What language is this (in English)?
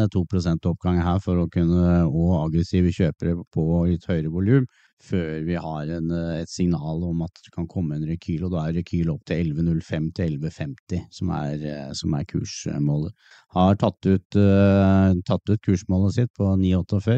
Norwegian